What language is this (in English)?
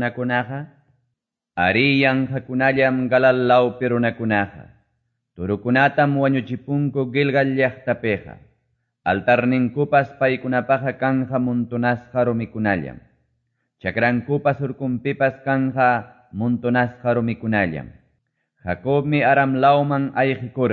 Quechua